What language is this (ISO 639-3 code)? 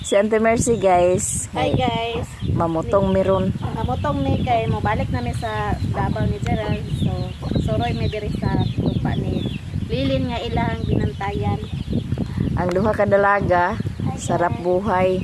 ceb